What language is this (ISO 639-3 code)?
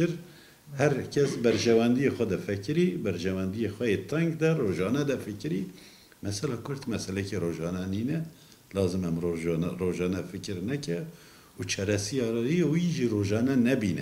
kur